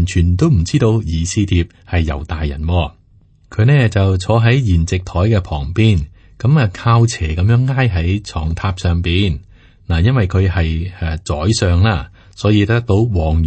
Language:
Cantonese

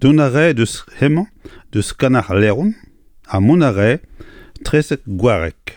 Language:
Breton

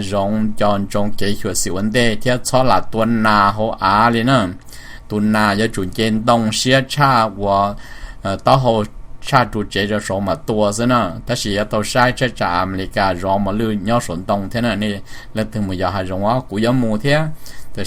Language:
Hmong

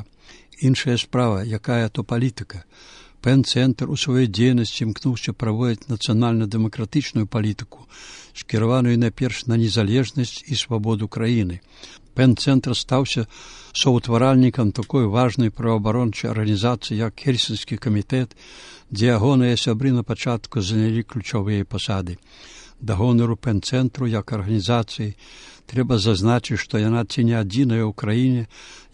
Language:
Belarusian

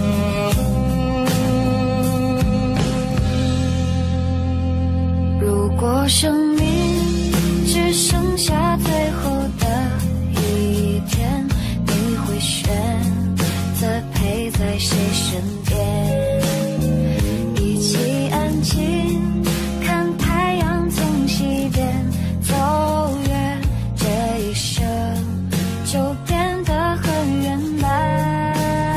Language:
Chinese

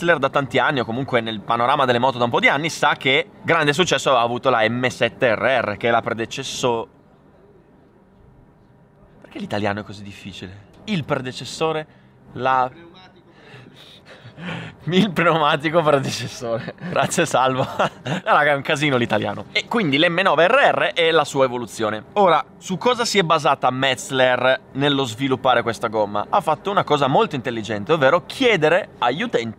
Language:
Italian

